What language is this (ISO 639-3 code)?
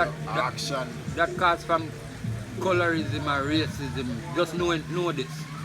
jam